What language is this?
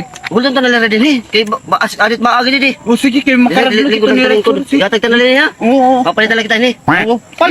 Waray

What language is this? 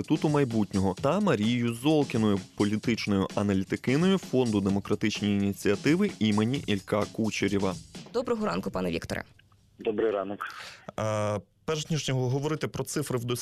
Ukrainian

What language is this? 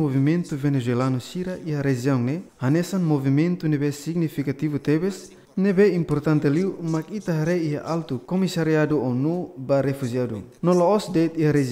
Tetum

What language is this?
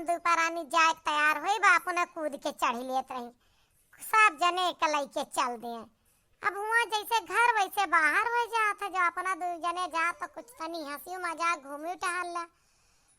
Awadhi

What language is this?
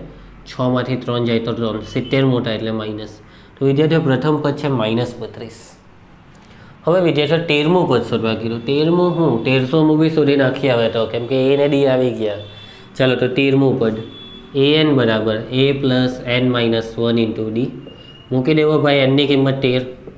Gujarati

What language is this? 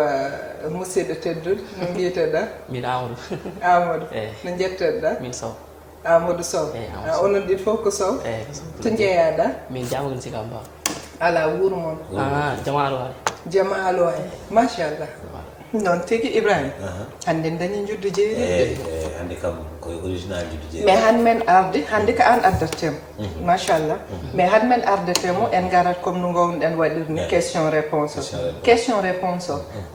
Fula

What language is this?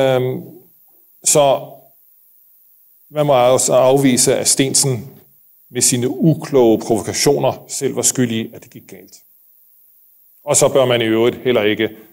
Danish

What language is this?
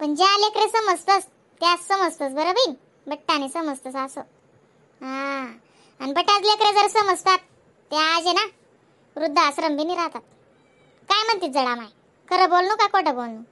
Khandesi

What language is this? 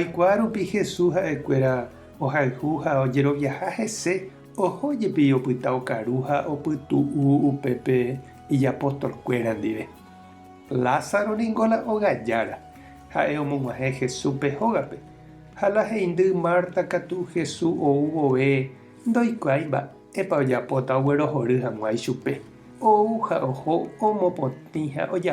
Guarani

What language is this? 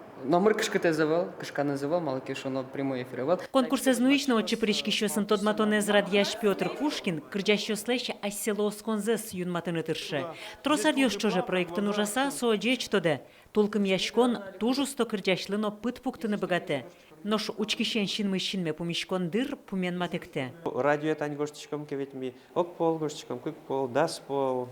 Udmurt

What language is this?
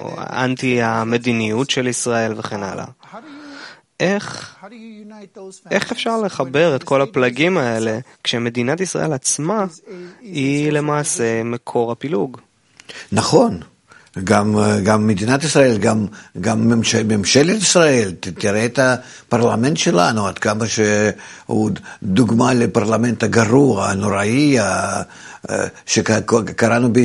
Hebrew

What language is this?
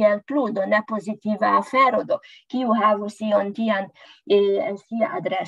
Esperanto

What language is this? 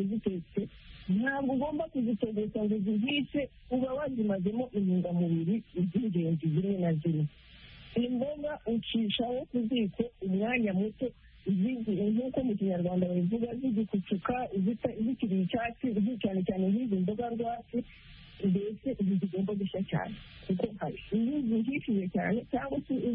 Kinyarwanda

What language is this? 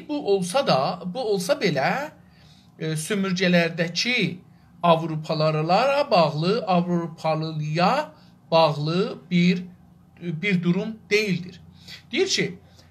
South Azerbaijani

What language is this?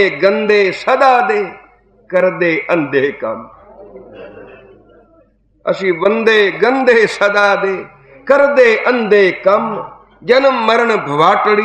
Punjabi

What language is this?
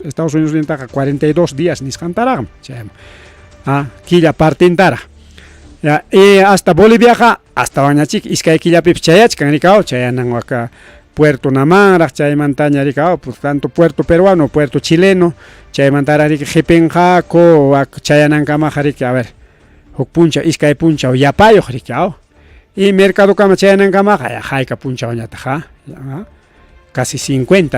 Ayacucho Quechua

